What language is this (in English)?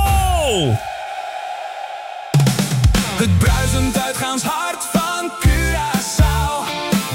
Dutch